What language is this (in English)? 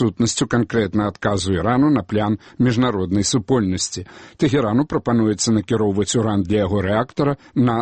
Belarusian